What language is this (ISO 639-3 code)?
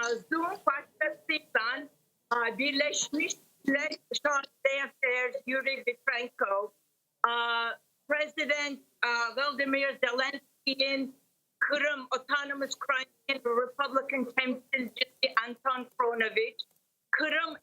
crh